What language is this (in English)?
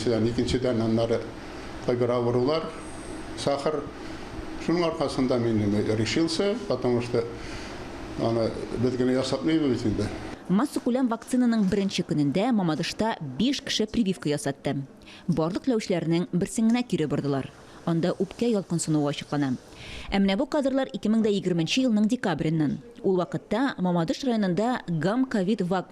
Tatar